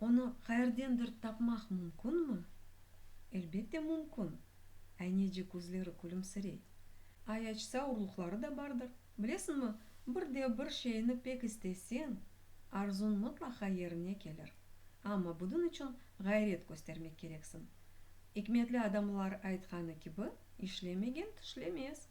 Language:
Crimean Tatar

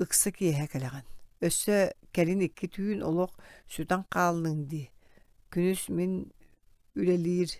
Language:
Yakut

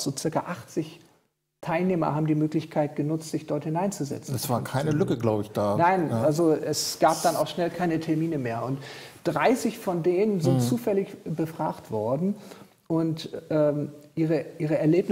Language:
German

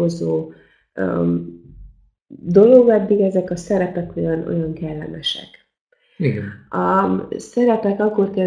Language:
Hungarian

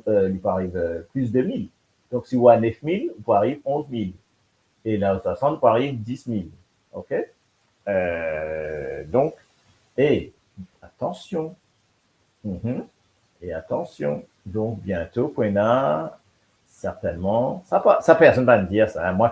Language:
Morisyen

